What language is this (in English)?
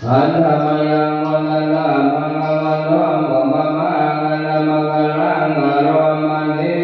Pali